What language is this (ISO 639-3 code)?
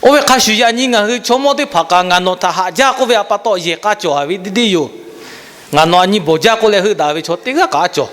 lhu